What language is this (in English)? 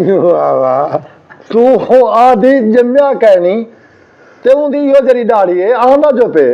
Saraiki